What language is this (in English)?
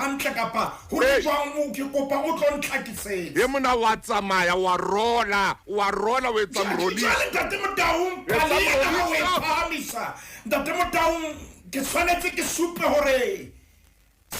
Southern Sotho